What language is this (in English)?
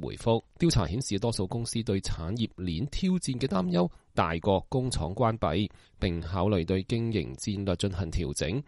Cantonese